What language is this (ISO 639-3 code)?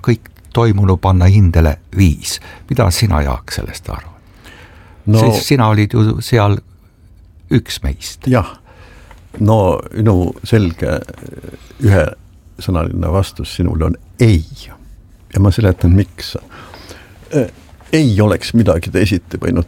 est